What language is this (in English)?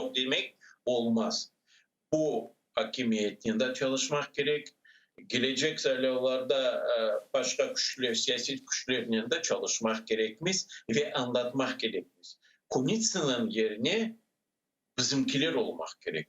Crimean Tatar